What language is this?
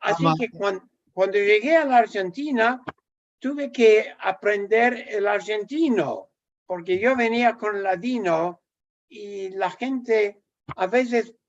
Ladino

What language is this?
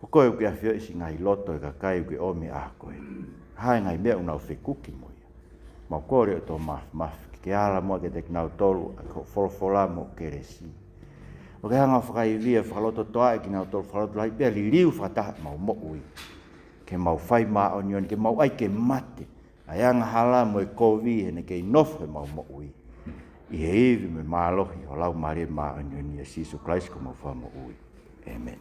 Tongan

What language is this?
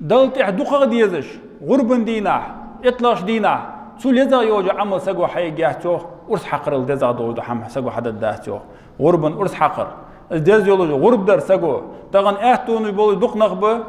Ingush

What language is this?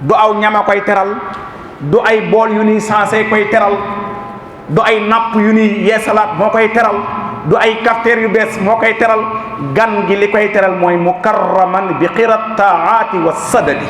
Wolof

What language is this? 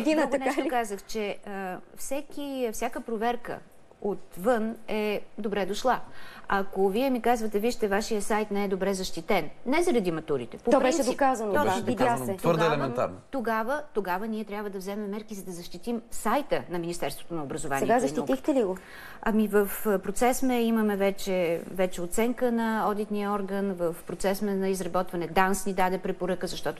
Bulgarian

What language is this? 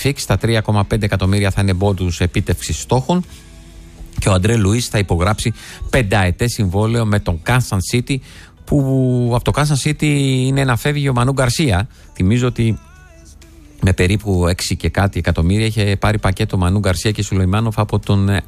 Greek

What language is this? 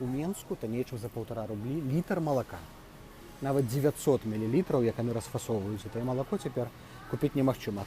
Belarusian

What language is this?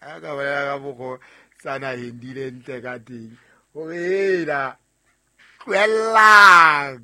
Southern Sotho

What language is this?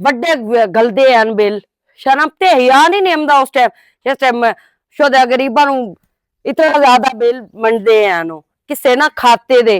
Western Panjabi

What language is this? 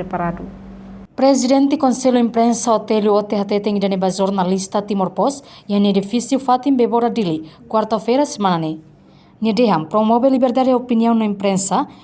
Tetum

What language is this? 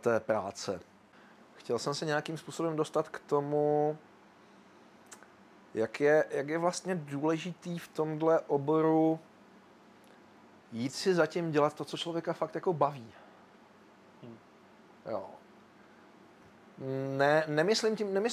Czech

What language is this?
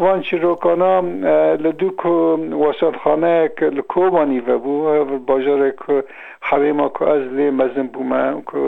Kurdish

